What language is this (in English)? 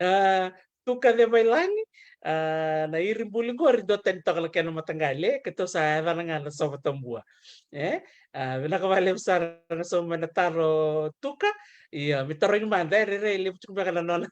Fijian